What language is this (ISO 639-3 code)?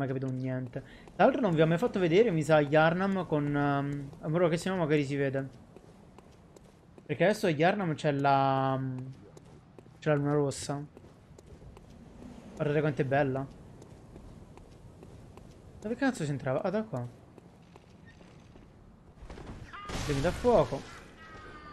ita